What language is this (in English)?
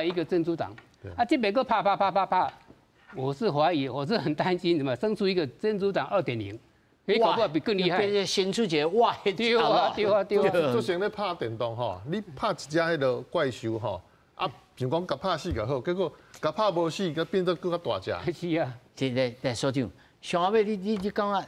Min Nan Chinese